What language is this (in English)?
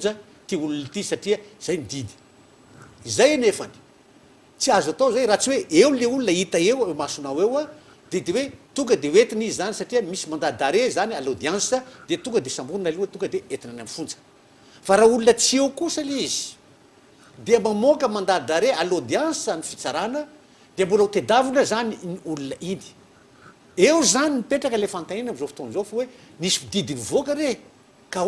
Malagasy